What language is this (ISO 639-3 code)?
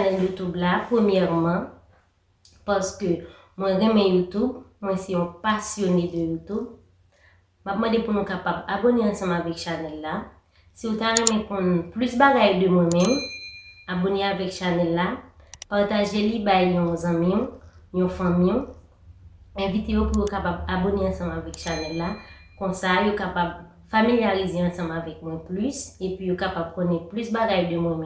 hat